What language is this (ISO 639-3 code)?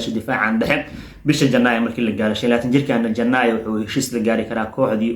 som